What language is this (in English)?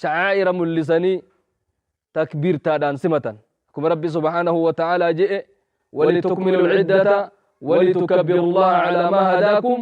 Oromo